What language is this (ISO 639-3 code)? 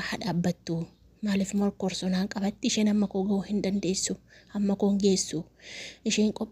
orm